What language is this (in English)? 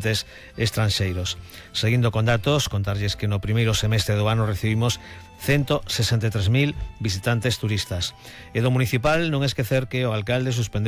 Galician